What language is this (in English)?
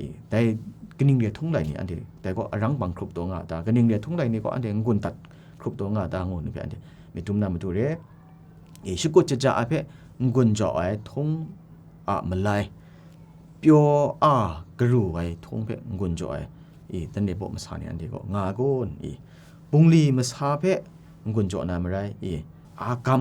Kachin